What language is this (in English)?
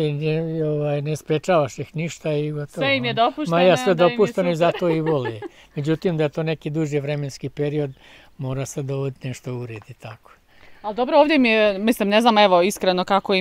Bosnian